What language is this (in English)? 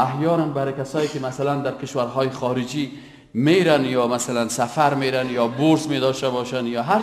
Persian